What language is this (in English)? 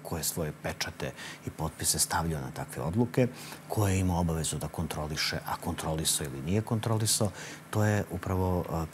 Serbian